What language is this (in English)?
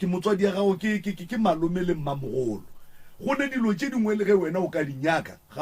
Northern Sotho